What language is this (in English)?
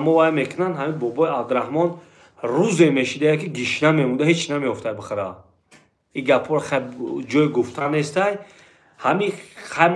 Tajik